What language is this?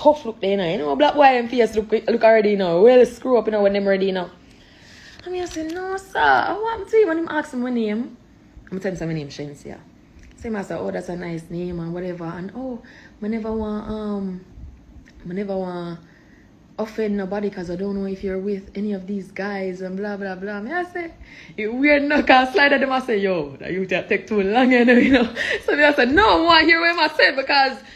Jamaican Creole English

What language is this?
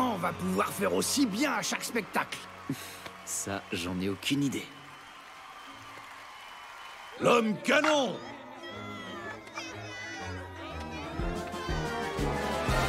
French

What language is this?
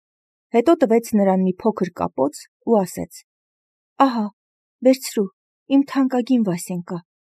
Armenian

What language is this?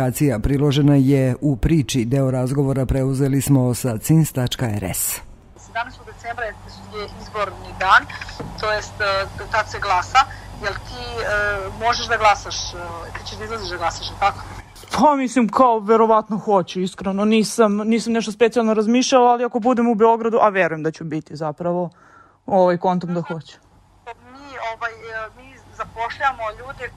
Serbian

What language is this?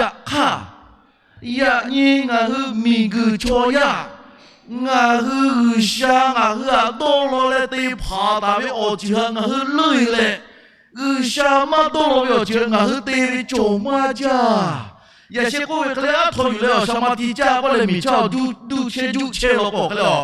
Lahu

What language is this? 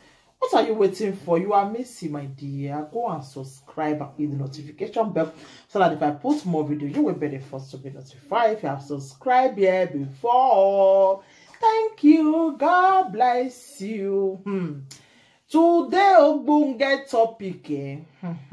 Nigerian Pidgin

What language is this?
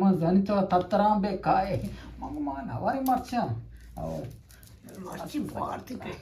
Eastern Balochi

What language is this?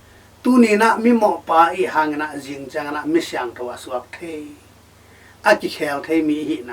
Tedim Chin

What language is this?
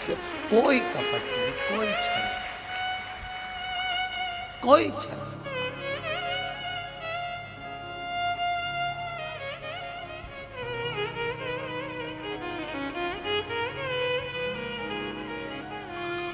Hindi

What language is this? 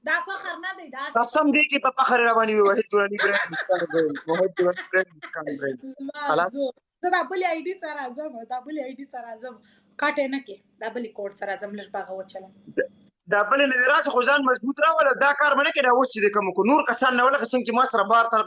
Pashto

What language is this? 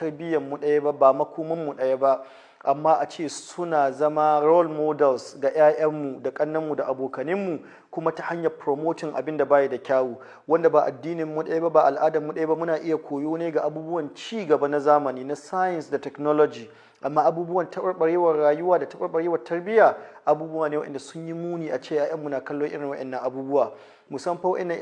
Hausa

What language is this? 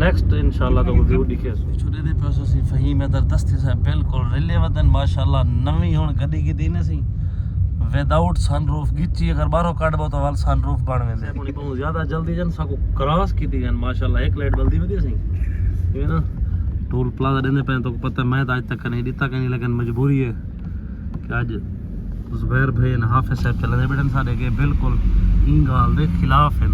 Saraiki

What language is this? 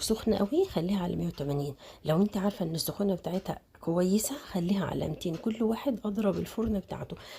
Egyptian Arabic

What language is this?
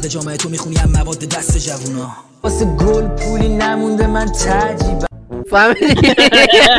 Persian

